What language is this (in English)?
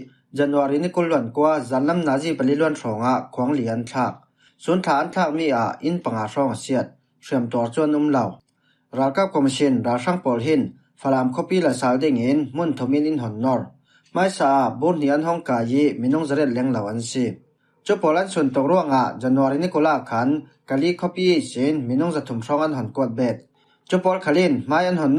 Falam Chin